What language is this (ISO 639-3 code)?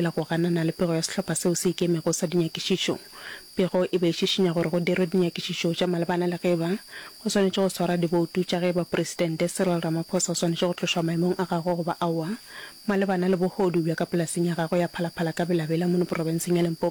nso